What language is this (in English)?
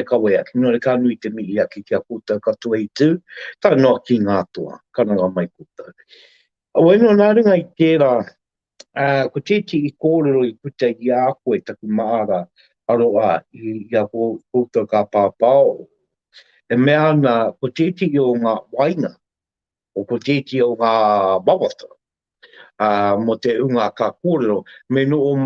Māori